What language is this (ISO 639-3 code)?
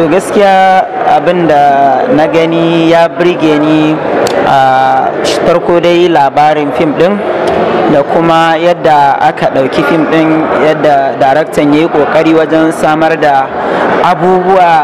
hau